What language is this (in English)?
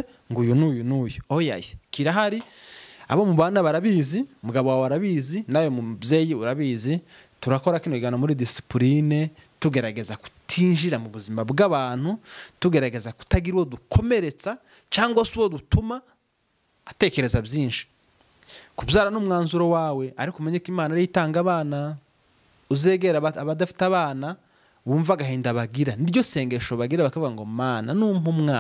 Kinyarwanda